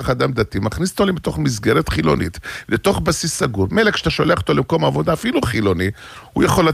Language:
Hebrew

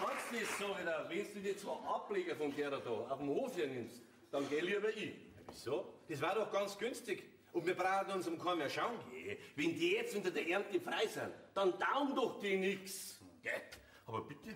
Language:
Bavarian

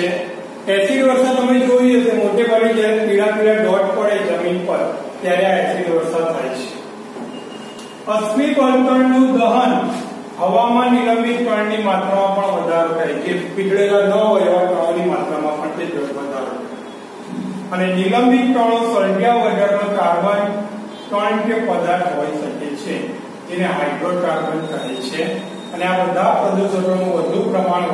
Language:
Gujarati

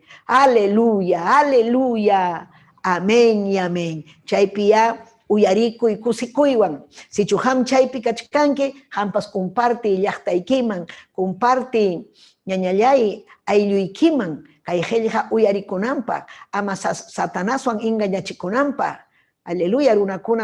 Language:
Ayacucho Quechua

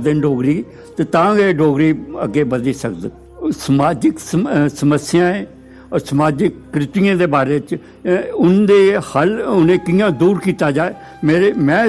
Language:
Dogri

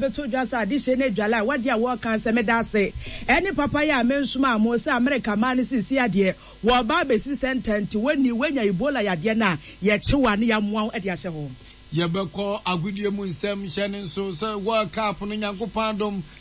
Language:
Akan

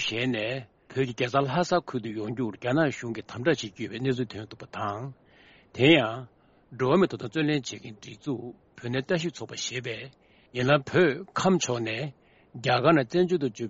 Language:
Tibetan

